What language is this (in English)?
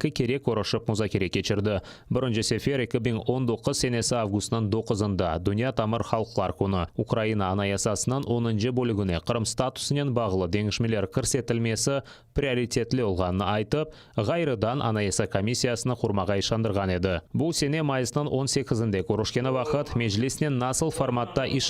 Crimean Tatar